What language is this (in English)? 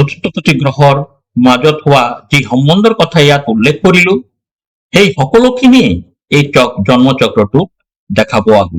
Assamese